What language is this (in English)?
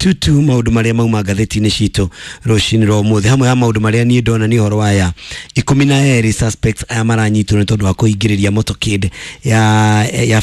Kikuyu